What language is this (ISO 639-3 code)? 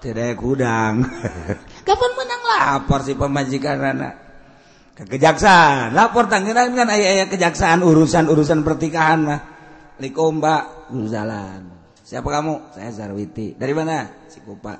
sun